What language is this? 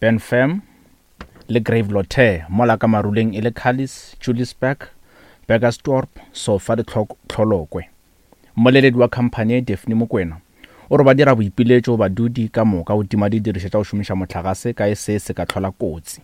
Northern Sotho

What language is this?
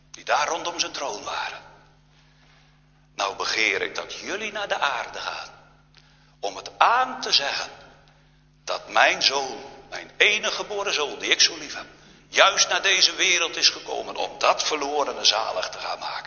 Dutch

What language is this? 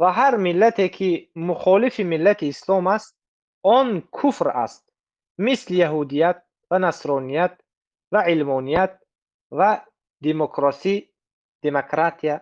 Tajik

